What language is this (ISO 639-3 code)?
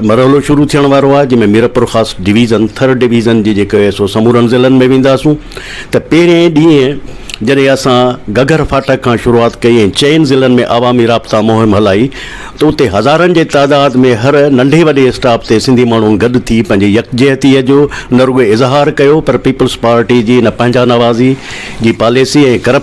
snd